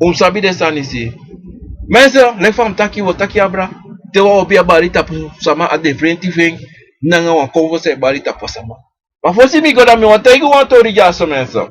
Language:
Sranan Tongo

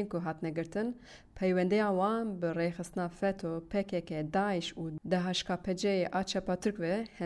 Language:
Kurdish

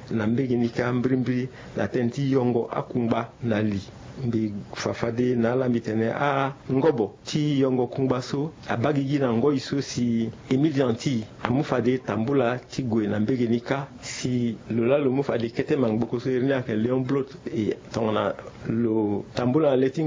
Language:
Sango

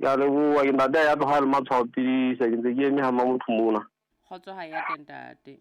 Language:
Southern Sotho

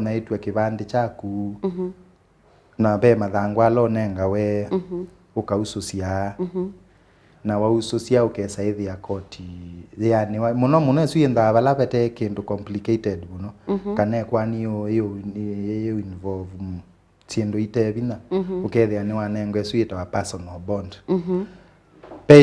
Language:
Kamba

